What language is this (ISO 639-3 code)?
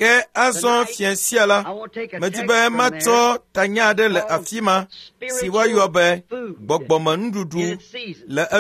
ewe